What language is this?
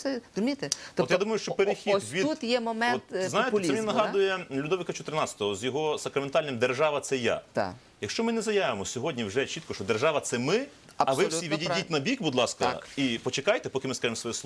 Ukrainian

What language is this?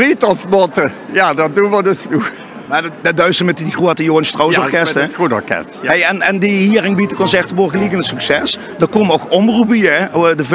Limburgish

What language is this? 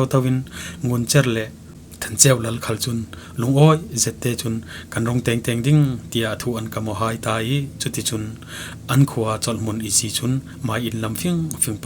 Falam Chin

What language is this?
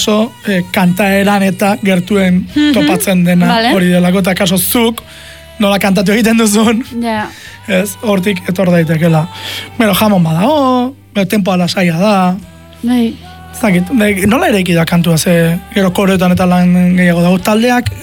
Basque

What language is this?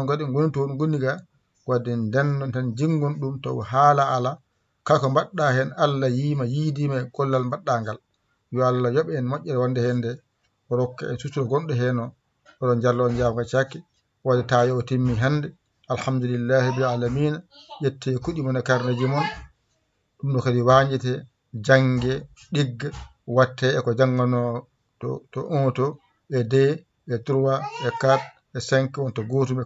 Fula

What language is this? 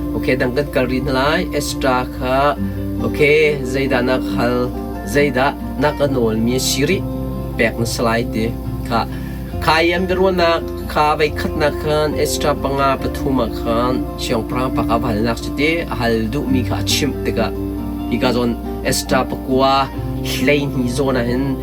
Hakha Chin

